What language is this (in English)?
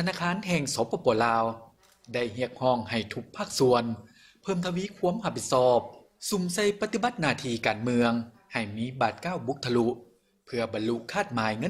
Lao